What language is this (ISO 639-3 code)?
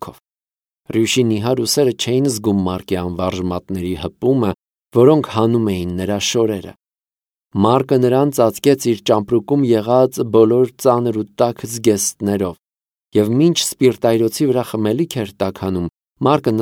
hye